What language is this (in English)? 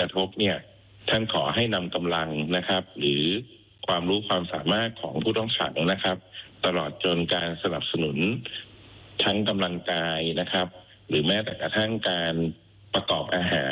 Thai